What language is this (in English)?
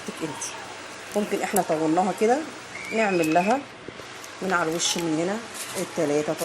Egyptian Arabic